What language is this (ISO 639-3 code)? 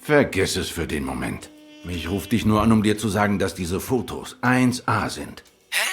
gsw